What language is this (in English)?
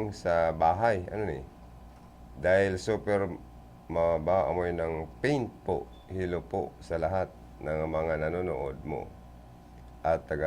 Bikol